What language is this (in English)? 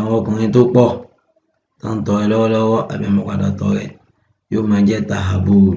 Yoruba